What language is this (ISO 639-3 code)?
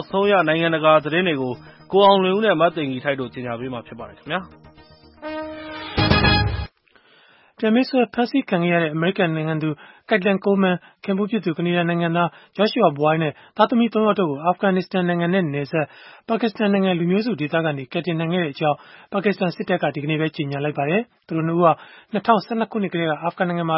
mya